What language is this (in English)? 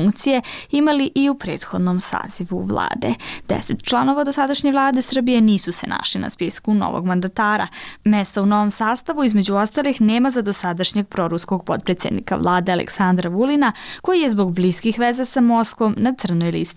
Serbian